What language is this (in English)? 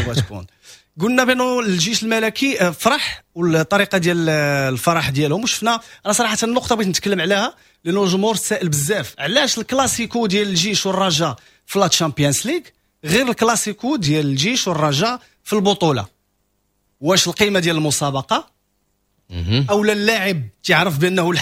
Moroccan Arabic